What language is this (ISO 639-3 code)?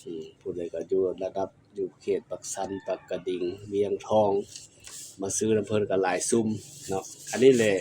lao